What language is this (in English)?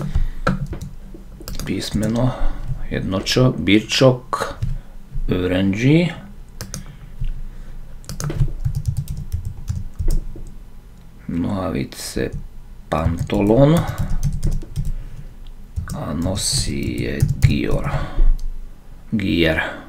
Slovak